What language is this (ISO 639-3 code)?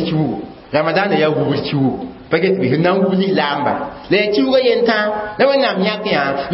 mos